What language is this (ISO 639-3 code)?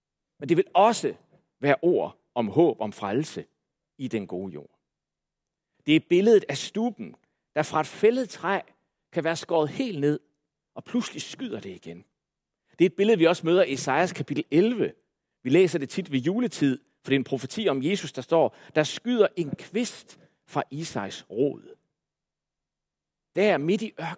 dan